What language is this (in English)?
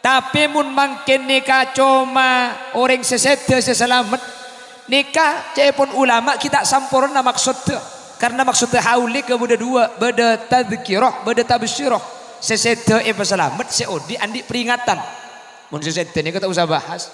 Madurese